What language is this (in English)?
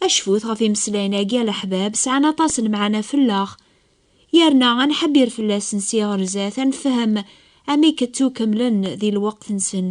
Kabyle